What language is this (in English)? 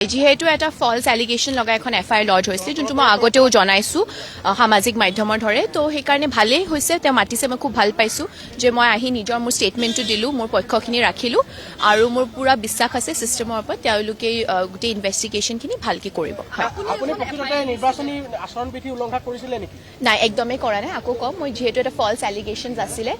Assamese